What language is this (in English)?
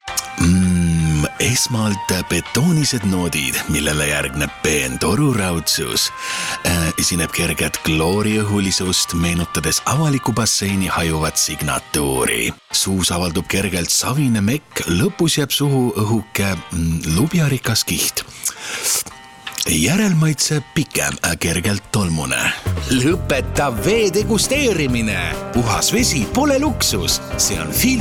Estonian